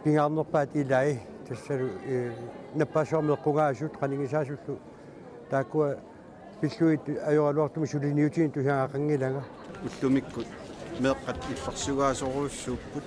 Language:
Kalaallisut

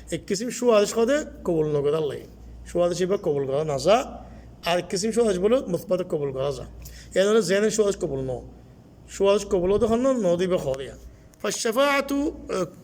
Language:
Rohingya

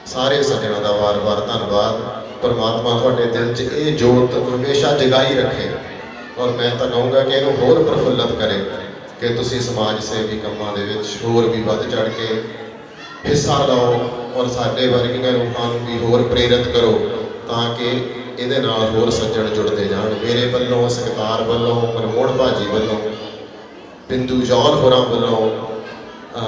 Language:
Punjabi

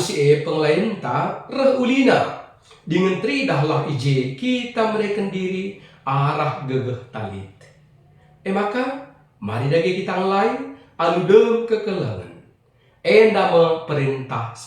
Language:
Batak Karo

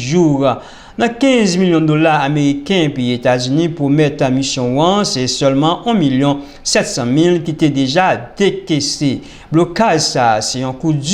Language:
Haitian Creole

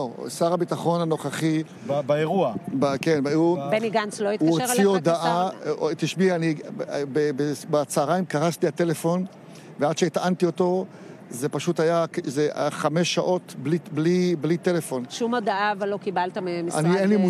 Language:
Hebrew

